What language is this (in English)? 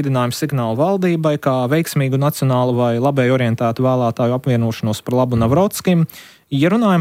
Latvian